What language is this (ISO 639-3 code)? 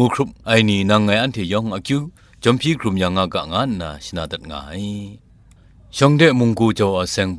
kac